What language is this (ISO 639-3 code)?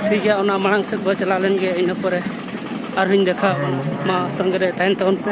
sat